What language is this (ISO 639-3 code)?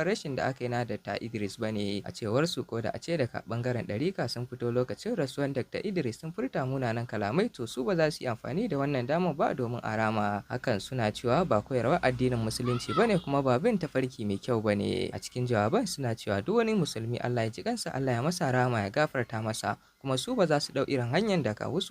hau